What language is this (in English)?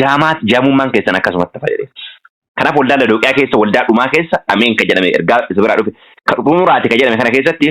Oromo